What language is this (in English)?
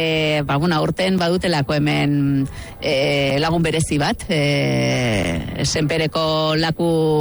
Basque